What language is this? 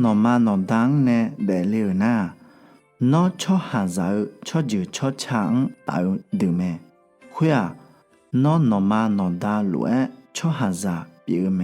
Akha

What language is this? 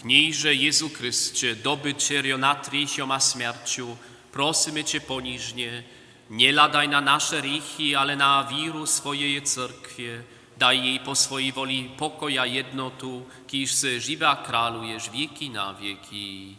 Upper Sorbian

